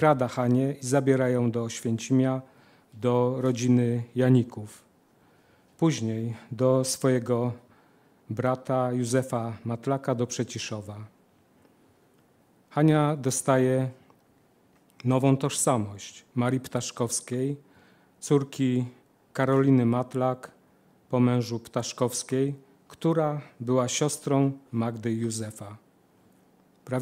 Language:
Polish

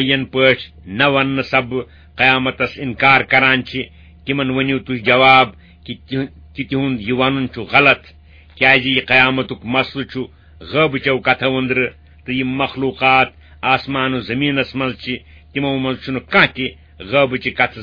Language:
Kashmiri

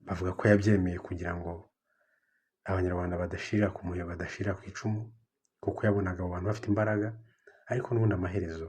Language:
Kinyarwanda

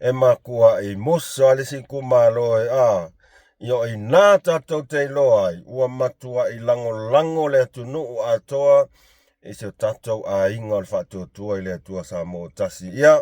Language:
Samoan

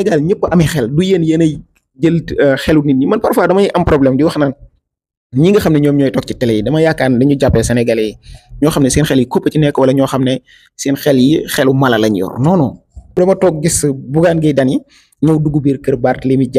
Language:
Wolof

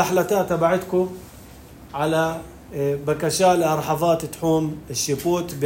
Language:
North Levantine Arabic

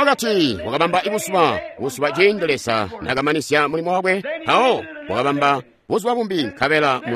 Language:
Tonga (Zambia)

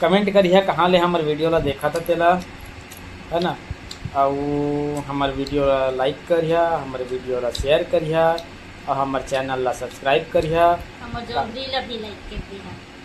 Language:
Chhattisgarhi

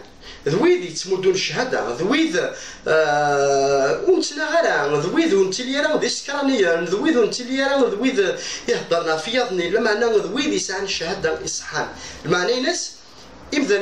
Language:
Kabyle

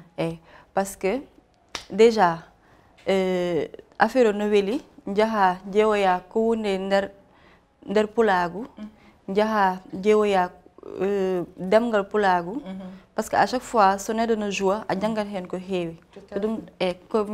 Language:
Fula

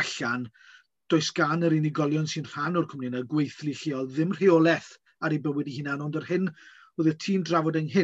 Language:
Welsh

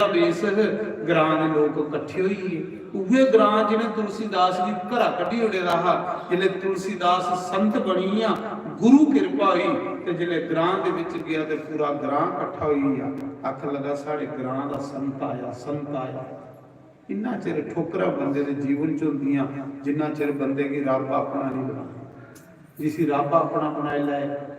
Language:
Dogri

